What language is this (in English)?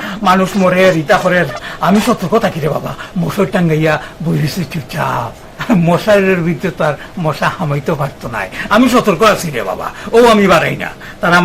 Sylheti